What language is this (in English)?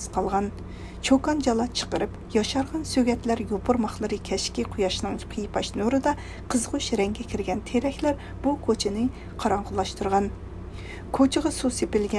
Uyghur